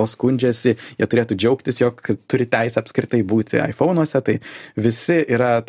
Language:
Lithuanian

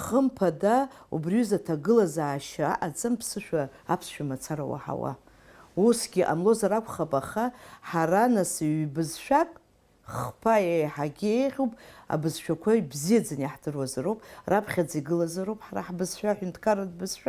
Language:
Abkhazian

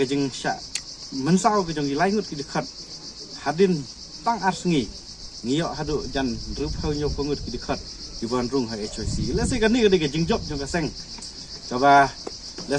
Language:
Khasi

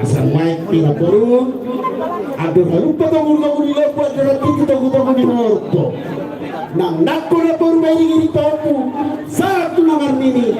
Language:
Batak Toba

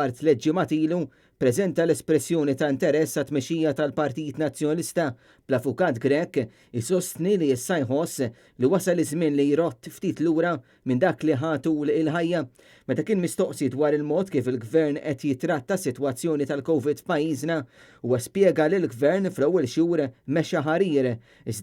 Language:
Maltese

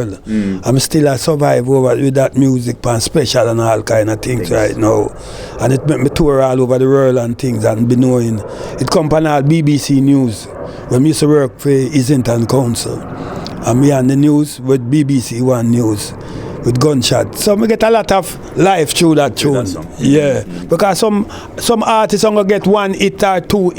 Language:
Jamaican Creole English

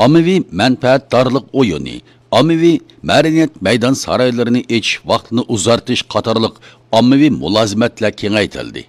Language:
Uyghur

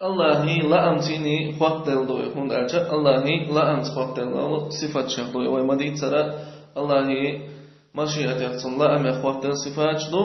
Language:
Chechen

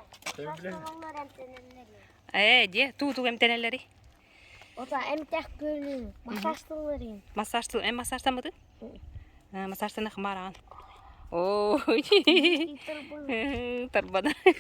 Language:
Yakut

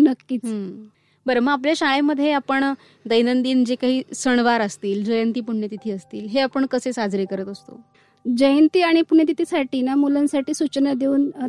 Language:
Marathi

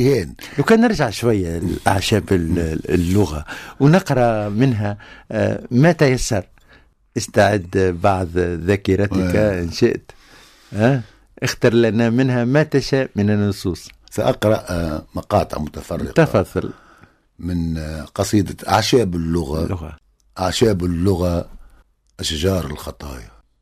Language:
Tunisian Arabic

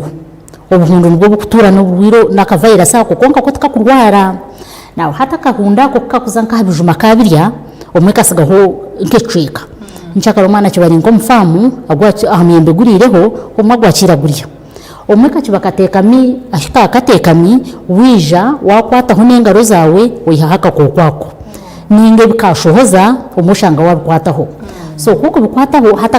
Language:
Nyankole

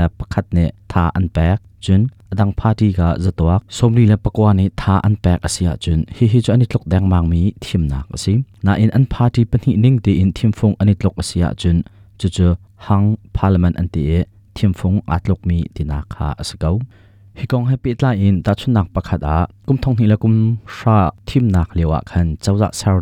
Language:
Hakha Chin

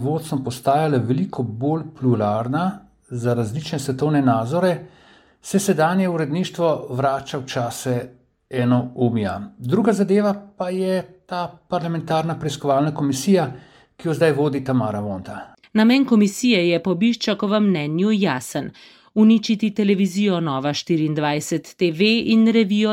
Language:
Slovenian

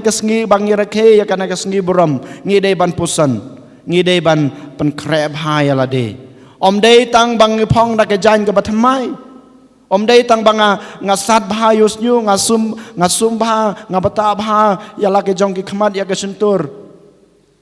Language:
Khasi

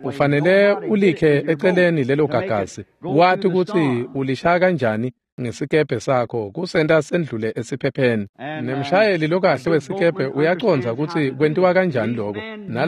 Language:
Swati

